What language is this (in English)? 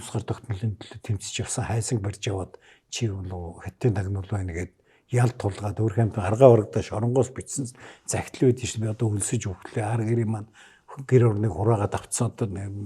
Mongolian